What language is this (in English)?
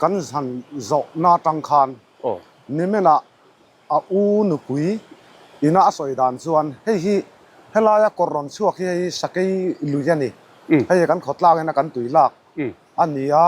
Mizo